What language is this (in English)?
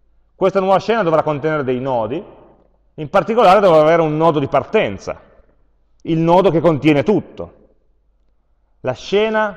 Italian